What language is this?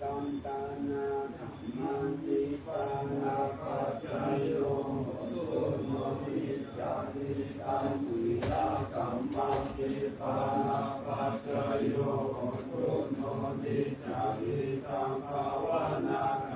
Pali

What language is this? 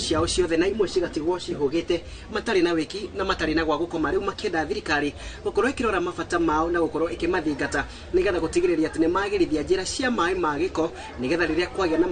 Kikuyu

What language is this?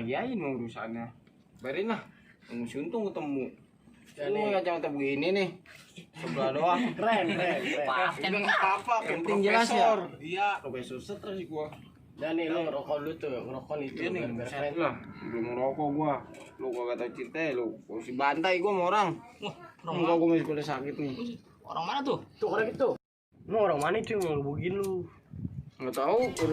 Betawi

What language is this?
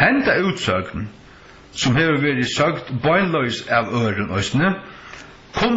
Faroese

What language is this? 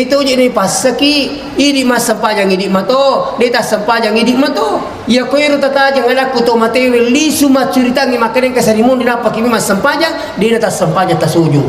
Buginese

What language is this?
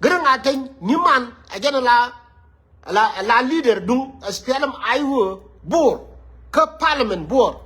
Nuer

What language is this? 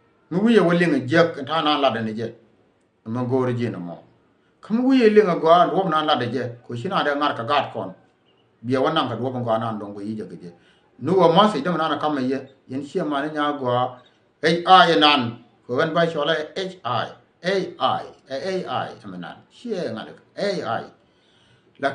Nuer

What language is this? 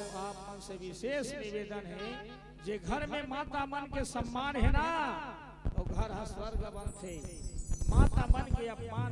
Chhattisgarhi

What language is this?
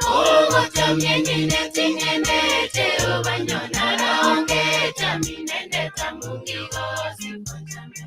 Kalenjin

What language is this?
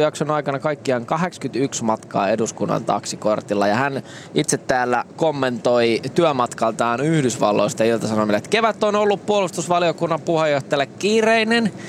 Finnish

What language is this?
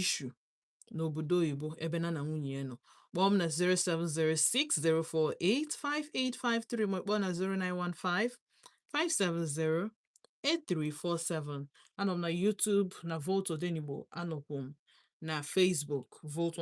Igbo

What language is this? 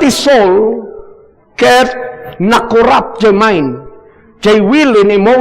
Iloko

